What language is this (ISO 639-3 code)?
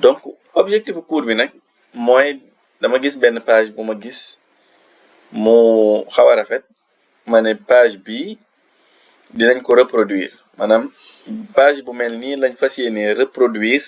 wol